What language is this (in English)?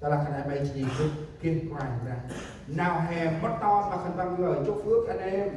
Central Mnong